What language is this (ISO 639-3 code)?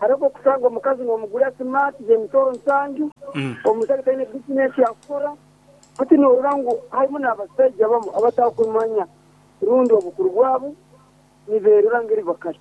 nyo